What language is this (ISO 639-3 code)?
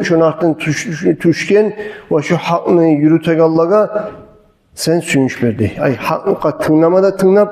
kum